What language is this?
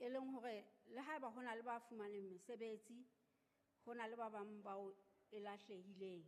Southern Sotho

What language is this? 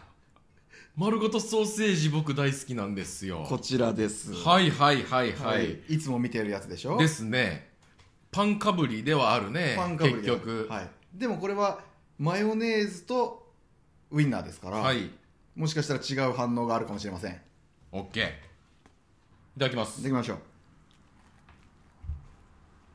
Japanese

